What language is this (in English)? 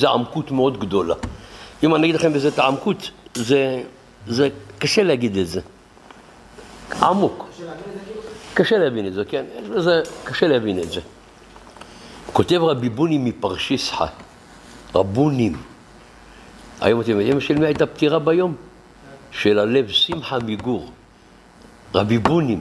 Hebrew